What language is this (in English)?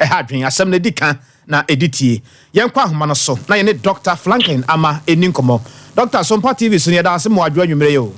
Akan